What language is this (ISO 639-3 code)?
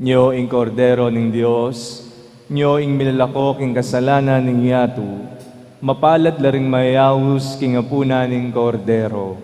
pam